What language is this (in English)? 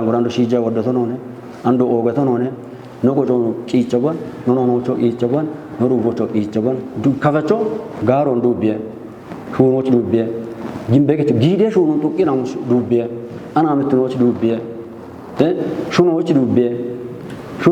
Kafa